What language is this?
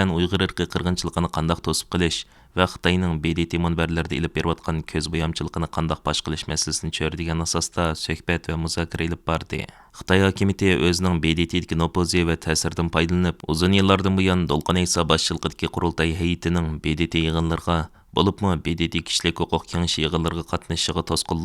Uyghur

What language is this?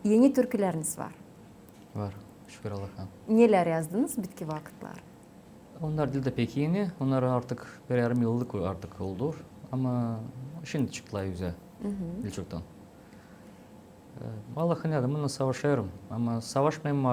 Gagauz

